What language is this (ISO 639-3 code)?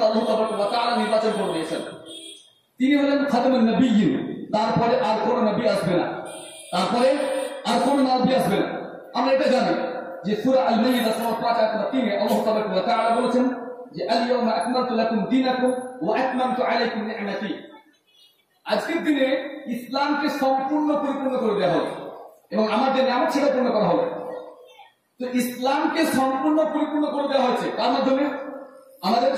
ben